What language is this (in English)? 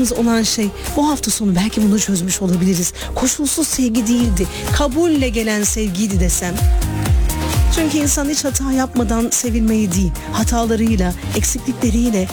Turkish